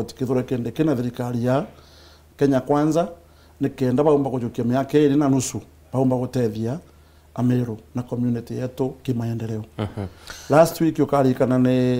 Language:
Meru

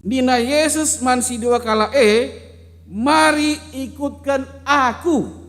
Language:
Batak Karo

